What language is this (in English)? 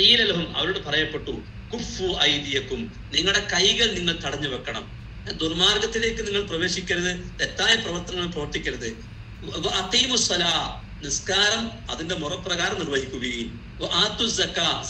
Malayalam